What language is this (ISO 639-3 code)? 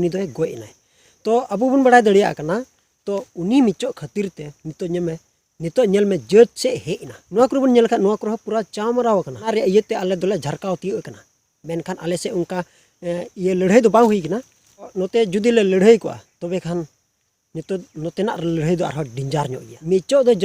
sat